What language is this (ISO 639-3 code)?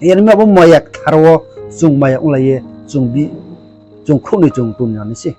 ria